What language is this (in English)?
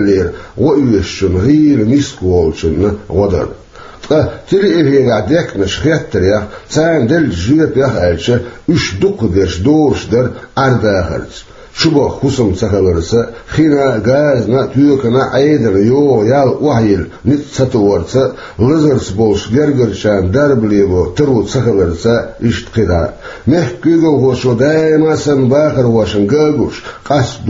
Chechen